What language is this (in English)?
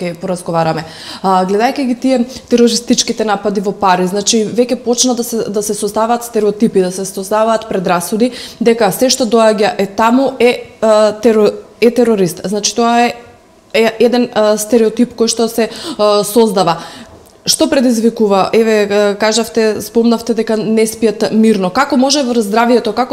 Macedonian